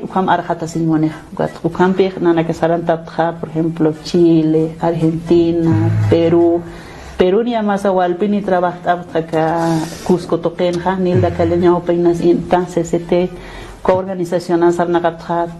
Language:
Aymara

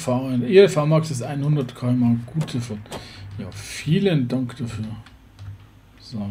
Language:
German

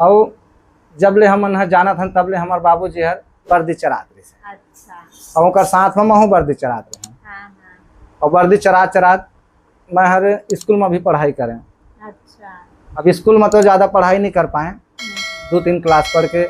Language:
Chhattisgarhi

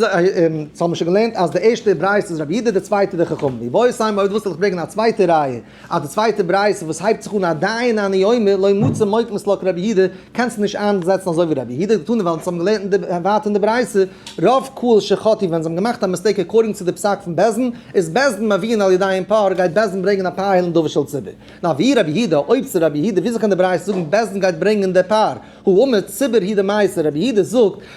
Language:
Yiddish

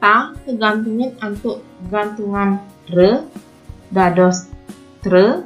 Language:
Balinese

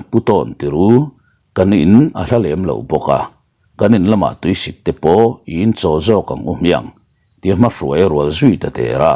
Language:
Mizo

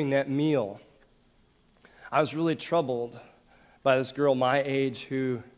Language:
English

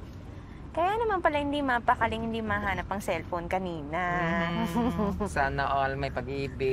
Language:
Filipino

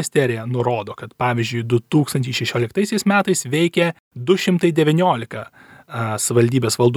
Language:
Lithuanian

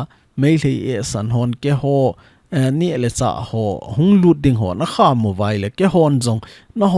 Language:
Thado Chin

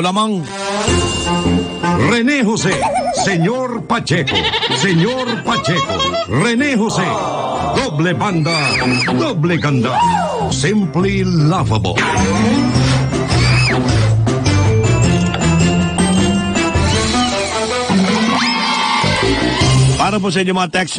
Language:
Filipino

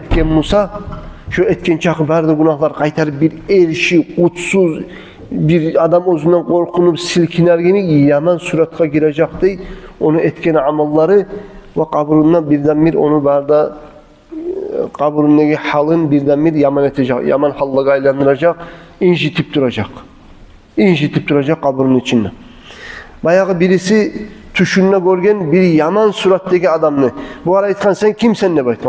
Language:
Kumyk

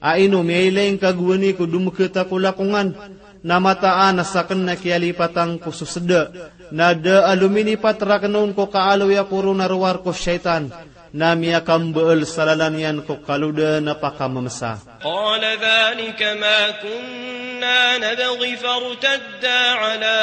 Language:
Maranao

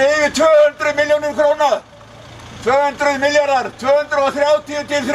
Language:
Icelandic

